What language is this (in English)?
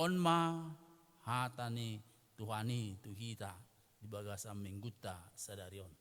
Batak Toba